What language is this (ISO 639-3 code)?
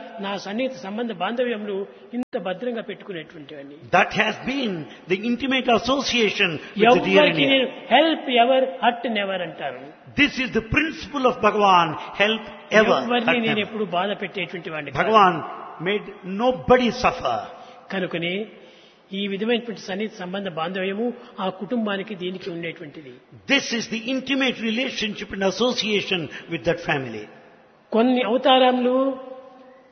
tel